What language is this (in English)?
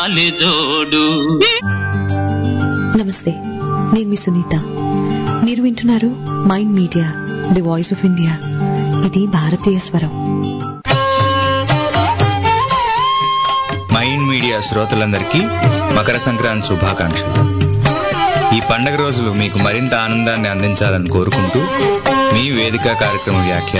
Telugu